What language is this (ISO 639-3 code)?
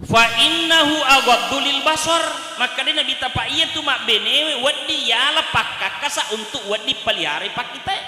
bug